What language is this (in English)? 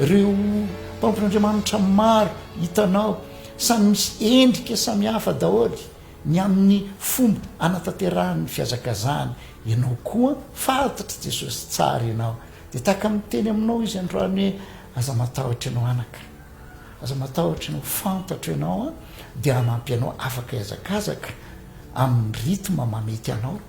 Malagasy